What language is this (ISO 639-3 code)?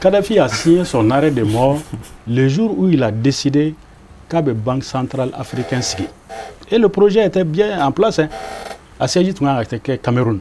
bam